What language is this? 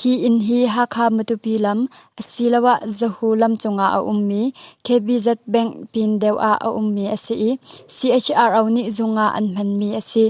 Hakha Chin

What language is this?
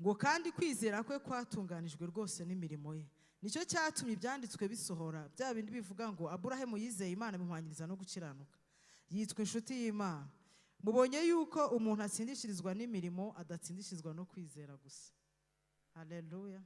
Kinyarwanda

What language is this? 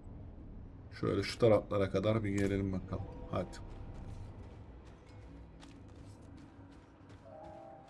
Turkish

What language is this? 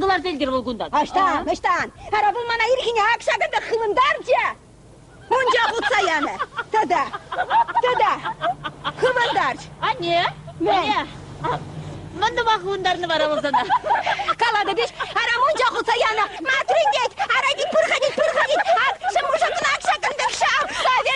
Chuvash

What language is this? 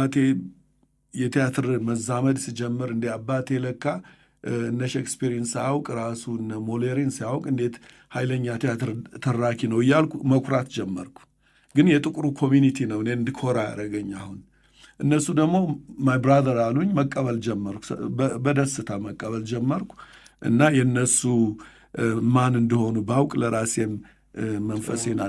Amharic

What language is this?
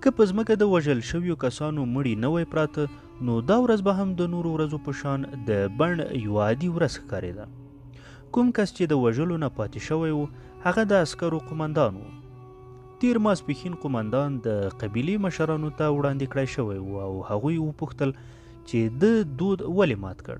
Pashto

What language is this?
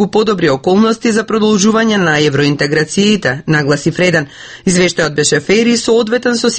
Macedonian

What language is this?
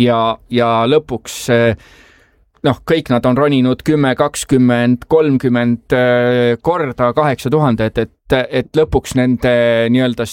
Estonian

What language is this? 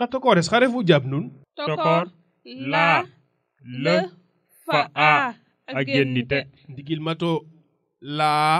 Serer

